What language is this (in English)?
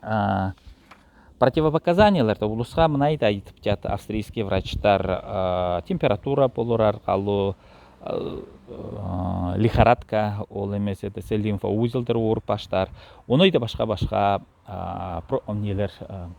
Southern Altai